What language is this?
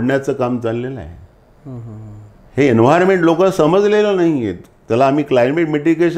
Marathi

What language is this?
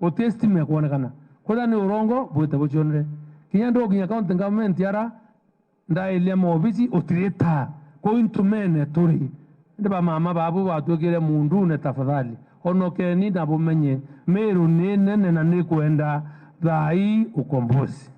Meru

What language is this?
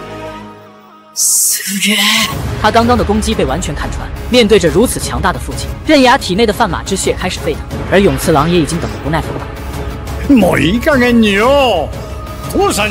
Chinese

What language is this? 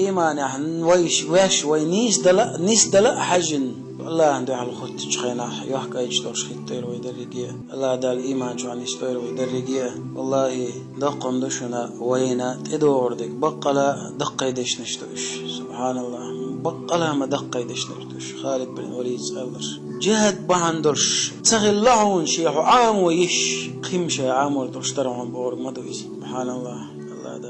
Chechen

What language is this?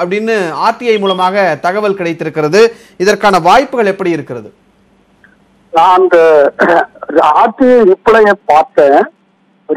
Tamil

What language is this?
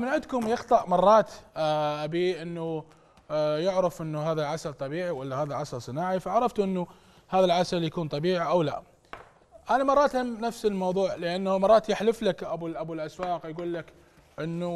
Mesopotamian Arabic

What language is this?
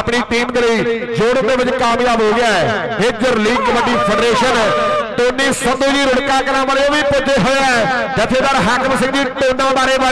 Punjabi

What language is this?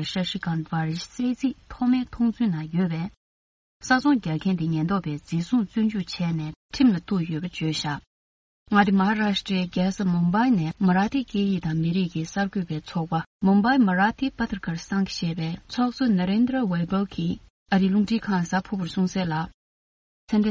Tibetan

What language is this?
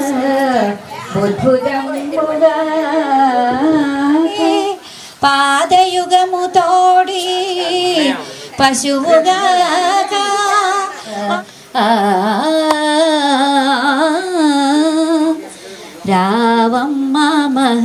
Telugu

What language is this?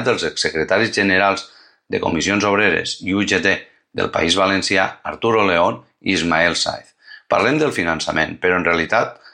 Catalan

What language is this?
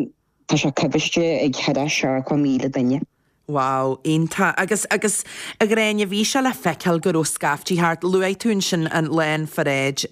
Irish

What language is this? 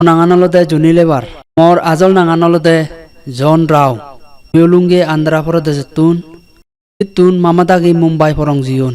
Chakma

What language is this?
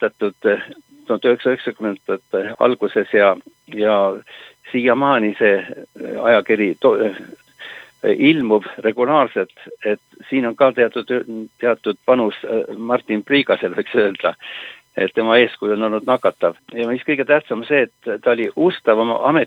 Estonian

